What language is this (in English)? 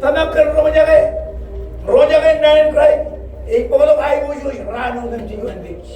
Marshallese